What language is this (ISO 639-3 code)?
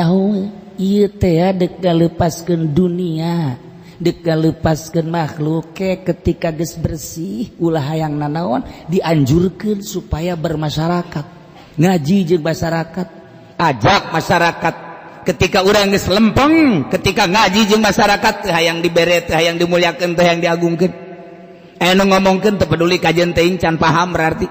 sun